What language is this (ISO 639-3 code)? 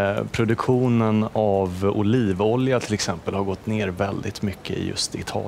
swe